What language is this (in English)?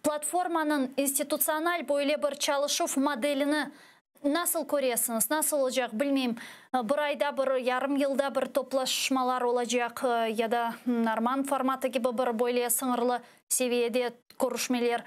Crimean Tatar